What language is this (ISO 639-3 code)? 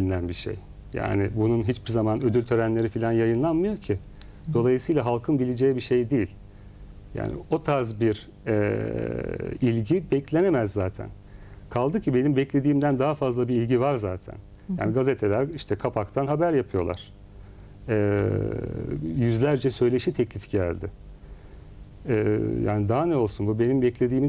tur